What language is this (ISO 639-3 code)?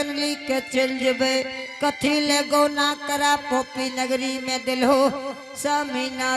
anp